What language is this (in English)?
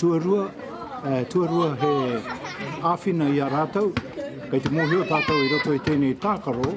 Māori